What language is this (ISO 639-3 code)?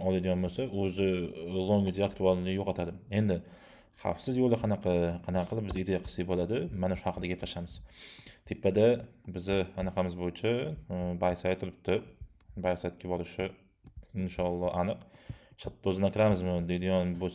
uzb